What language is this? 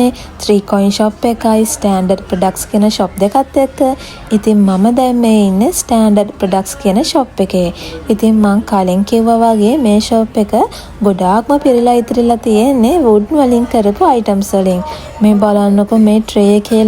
Sinhala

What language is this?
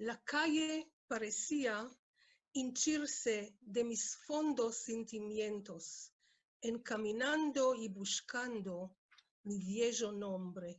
Ladino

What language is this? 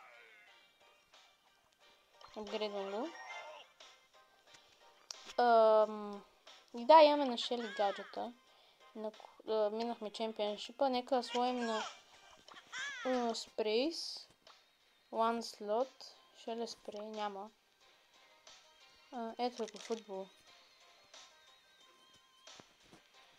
Bulgarian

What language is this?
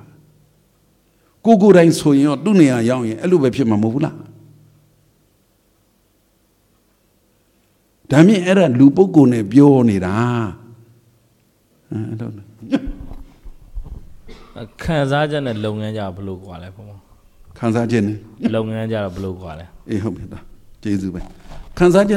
Burmese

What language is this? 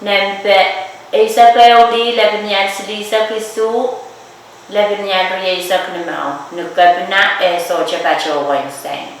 Pohnpeian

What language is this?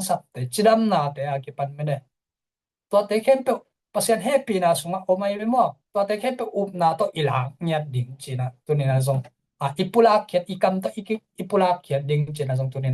Tedim Chin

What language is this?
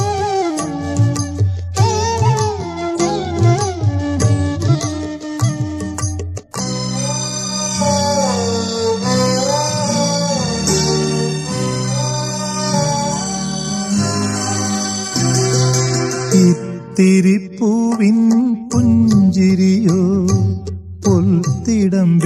Malayalam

